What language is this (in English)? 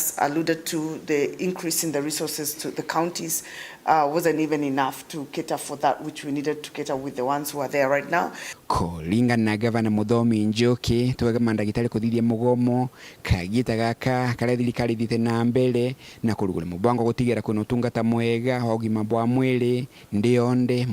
Meru